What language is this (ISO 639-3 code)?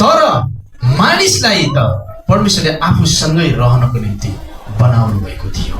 nep